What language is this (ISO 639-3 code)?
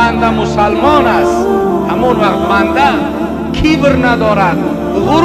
tgk